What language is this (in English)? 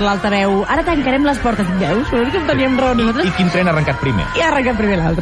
Catalan